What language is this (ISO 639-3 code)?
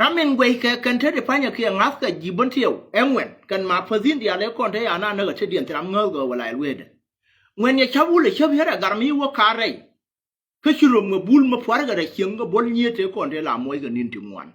nus